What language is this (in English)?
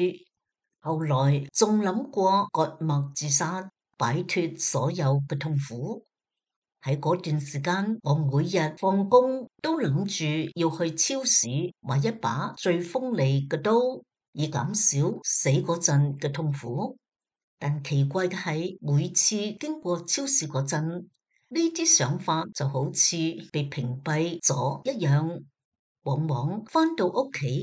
Cantonese